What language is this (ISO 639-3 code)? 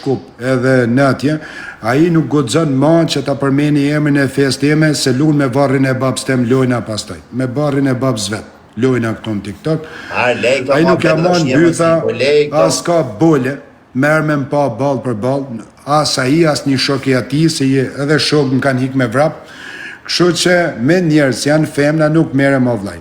sqi